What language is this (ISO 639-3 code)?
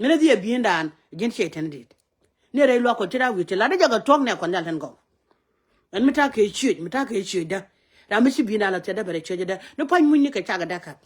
nus